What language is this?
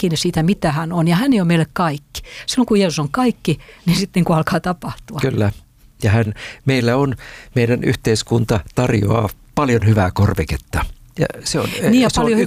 Finnish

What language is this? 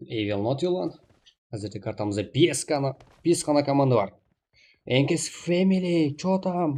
Kara-Kalpak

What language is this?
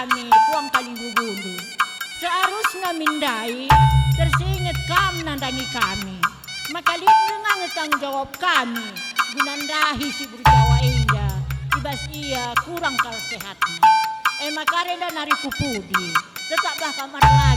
Batak Karo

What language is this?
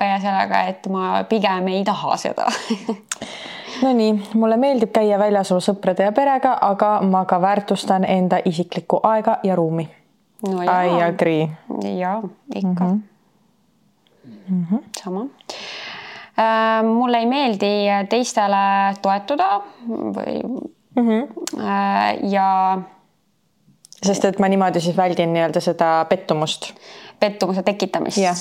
Estonian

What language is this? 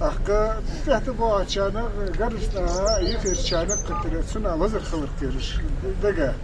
Ingush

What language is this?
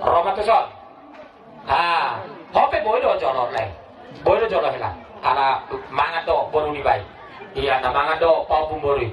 Batak Toba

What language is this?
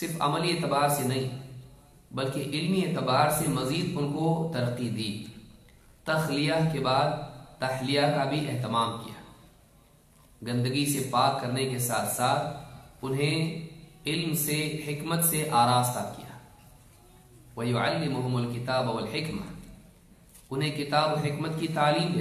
Urdu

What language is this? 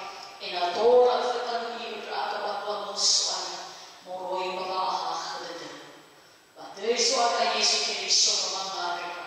Nias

